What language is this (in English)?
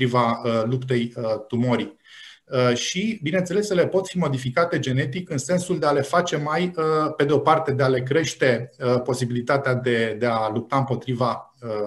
Romanian